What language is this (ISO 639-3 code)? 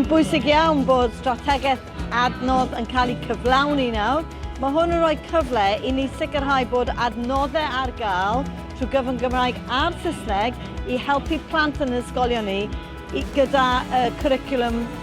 cym